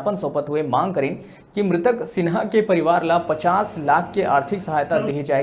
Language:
Chhattisgarhi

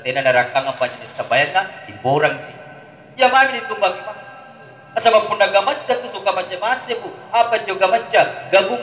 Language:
Makasar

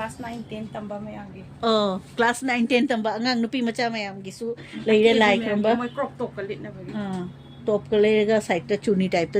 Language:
Manipuri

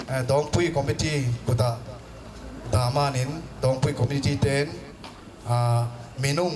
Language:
Falam Chin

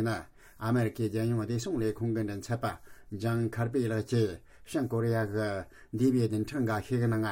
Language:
Tibetan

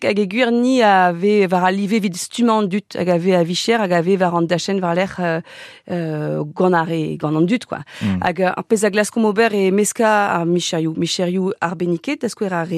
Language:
Breton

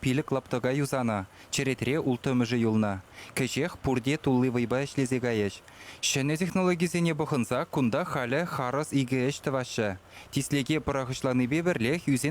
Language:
Chuvash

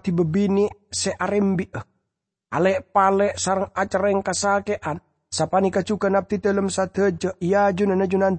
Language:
Madurese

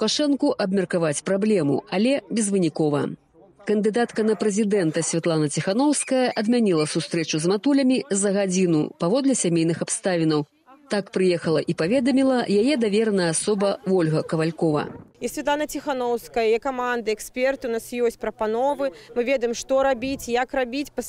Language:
Belarusian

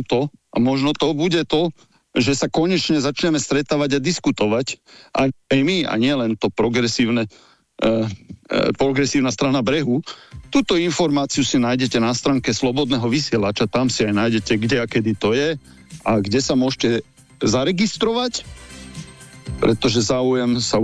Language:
Slovak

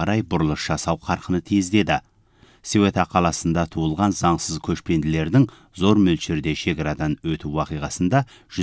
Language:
Kazakh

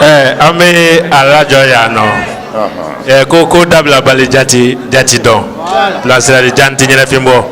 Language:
Bambara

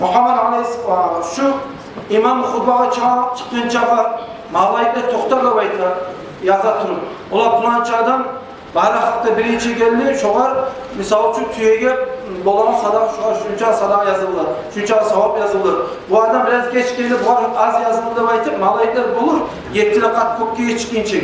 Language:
Kumyk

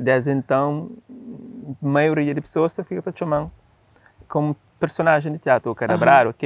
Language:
Kabuverdianu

